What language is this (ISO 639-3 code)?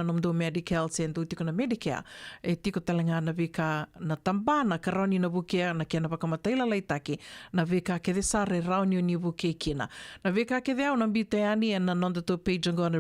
fij